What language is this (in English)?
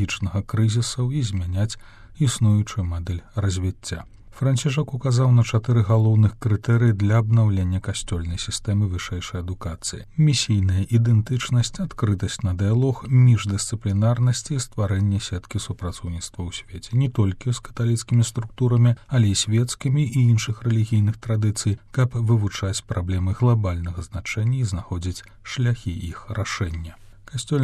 Belarusian